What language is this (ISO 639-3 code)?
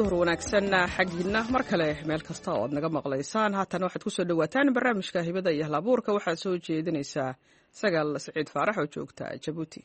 som